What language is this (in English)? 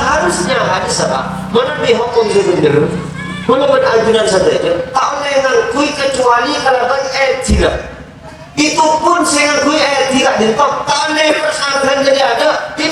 Madurese